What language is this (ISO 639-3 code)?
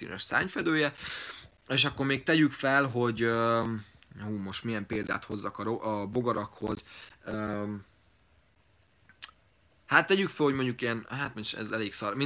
hun